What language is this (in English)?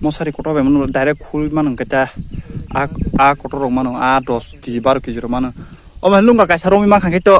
Kok Borok